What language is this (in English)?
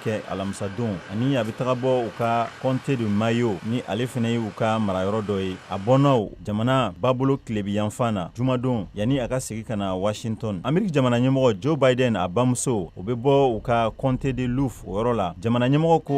Bambara